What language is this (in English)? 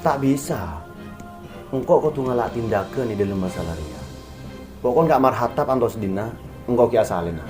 Madurese